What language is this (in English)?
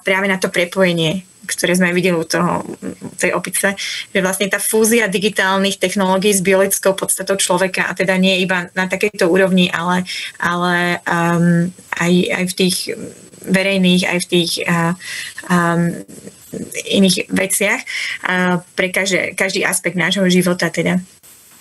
Slovak